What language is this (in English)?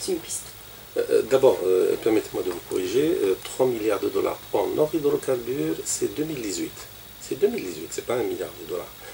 French